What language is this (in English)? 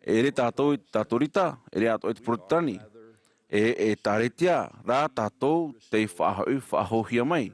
Tahitian